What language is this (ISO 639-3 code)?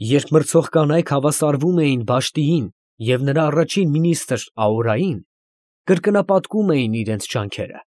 hye